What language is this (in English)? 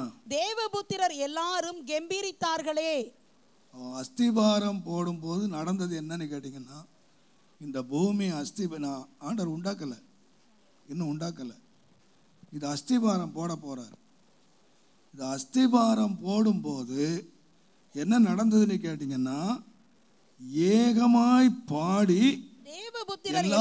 Tamil